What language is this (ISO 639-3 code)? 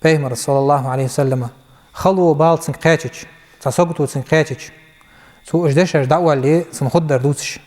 inh